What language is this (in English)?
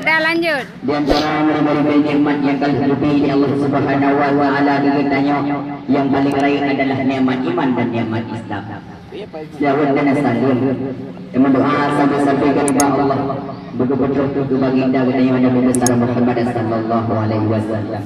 Achinese